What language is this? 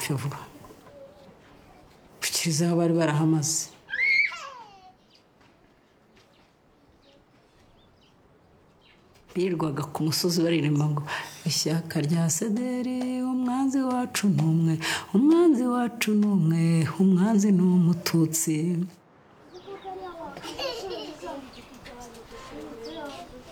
Kinyarwanda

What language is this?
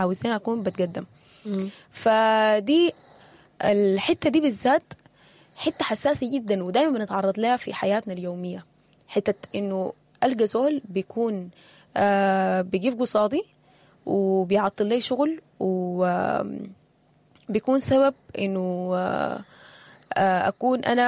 Sudanese Arabic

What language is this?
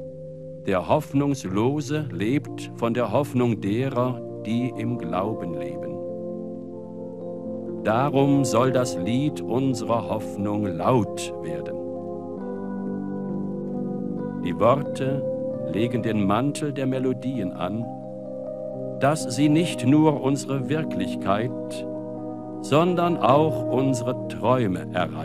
German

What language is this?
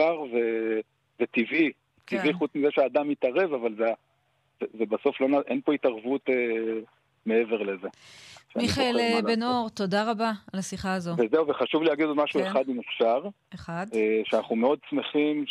Hebrew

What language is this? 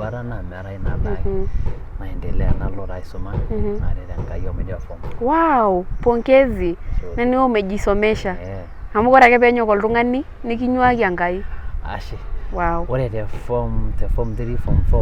Masai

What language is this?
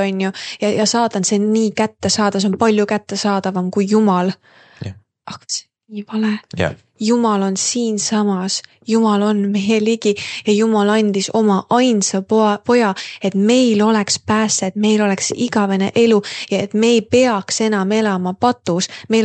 Estonian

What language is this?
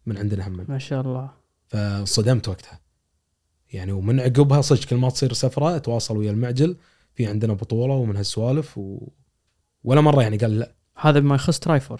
Gulf Arabic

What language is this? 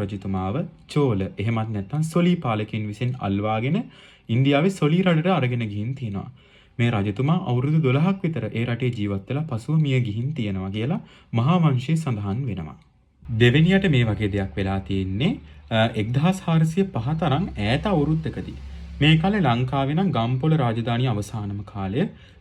Sinhala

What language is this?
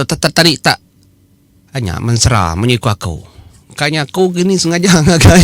Iban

